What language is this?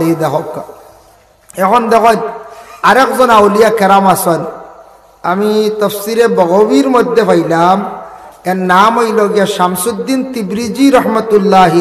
Sylheti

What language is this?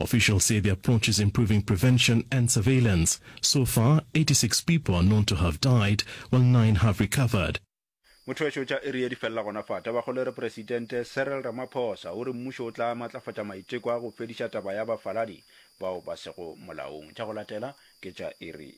Northern Sotho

